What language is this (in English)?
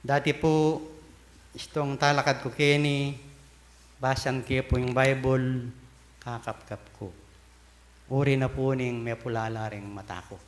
Pampanga